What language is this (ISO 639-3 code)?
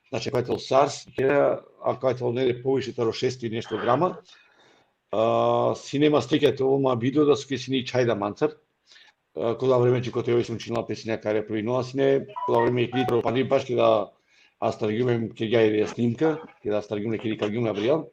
rmn